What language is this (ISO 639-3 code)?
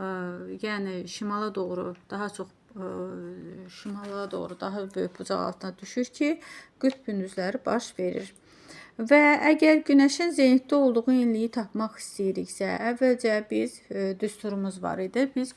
aze